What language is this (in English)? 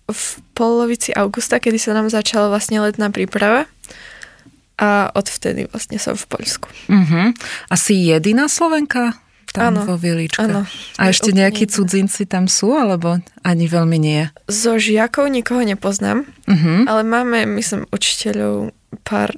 Slovak